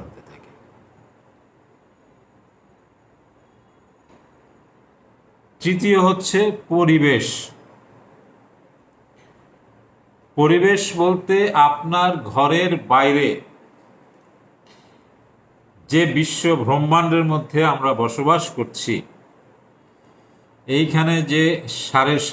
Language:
Bangla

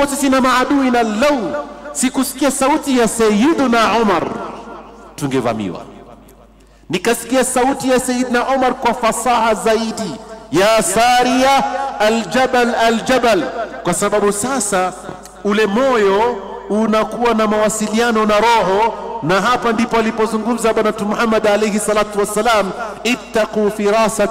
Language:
Swahili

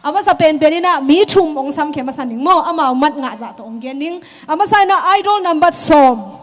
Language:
Tedim Chin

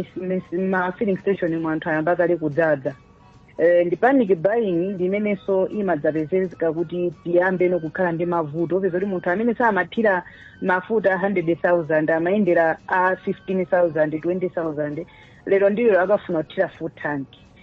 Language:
Nyanja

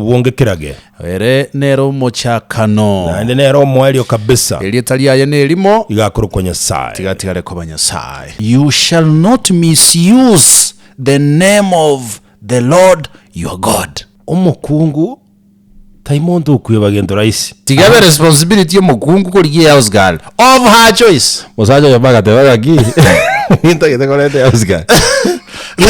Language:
Gusii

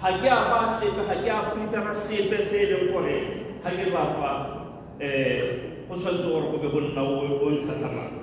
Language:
Tswana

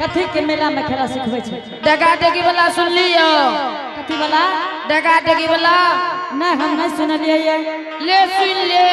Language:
Angika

